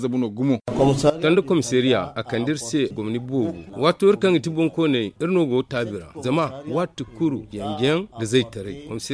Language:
Zarma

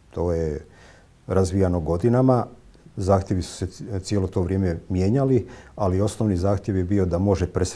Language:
Croatian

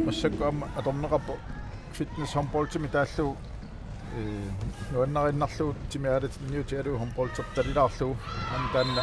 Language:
Kalaallisut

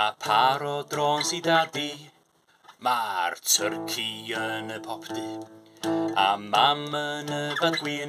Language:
Welsh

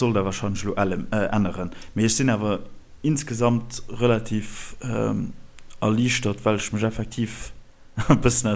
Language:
Luxembourgish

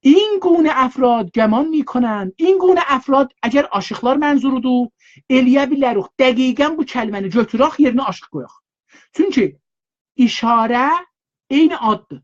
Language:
South Azerbaijani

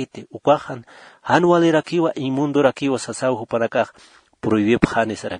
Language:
Aymara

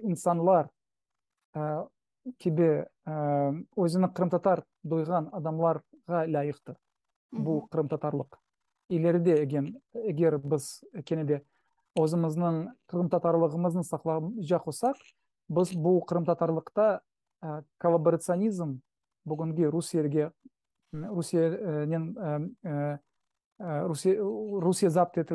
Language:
Crimean Tatar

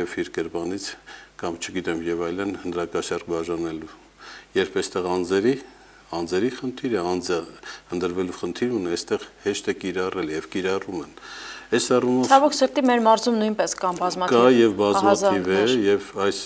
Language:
Armenian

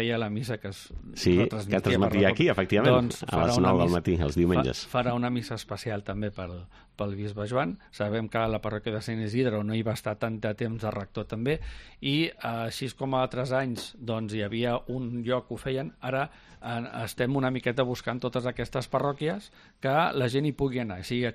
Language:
Catalan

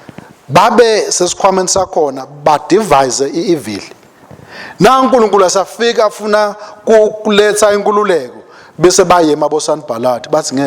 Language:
Swati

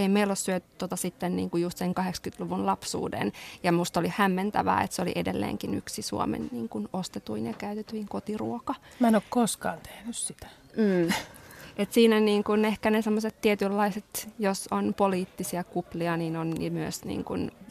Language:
Finnish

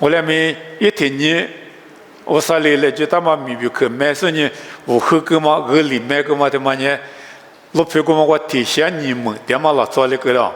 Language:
Lisu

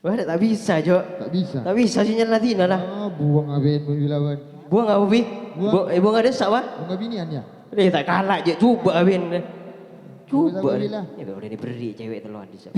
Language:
Madurese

